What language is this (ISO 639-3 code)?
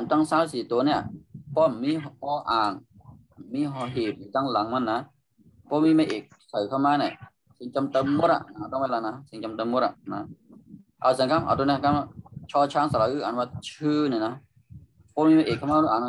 shn